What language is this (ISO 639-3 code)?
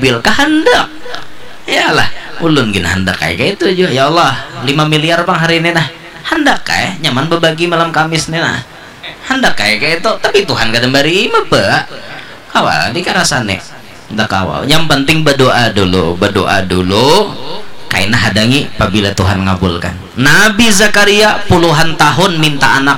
bjn